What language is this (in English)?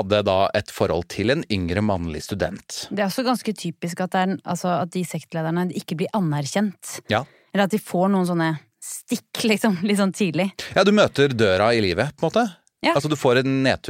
Norwegian